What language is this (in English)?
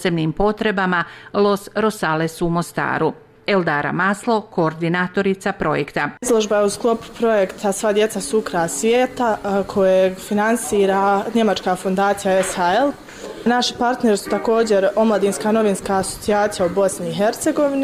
Bosnian